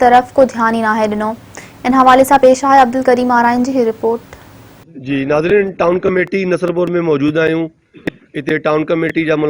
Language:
Sindhi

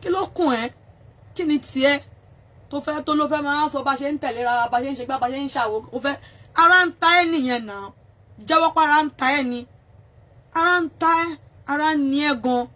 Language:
Yoruba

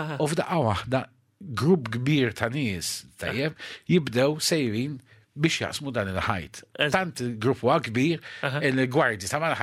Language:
Maltese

